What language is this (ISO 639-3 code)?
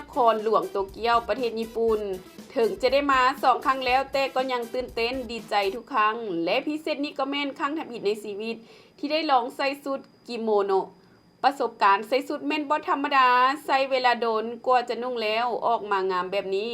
lao